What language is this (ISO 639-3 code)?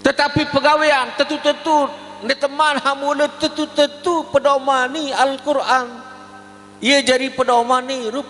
sas